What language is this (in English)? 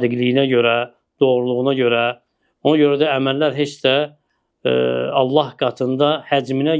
Azerbaijani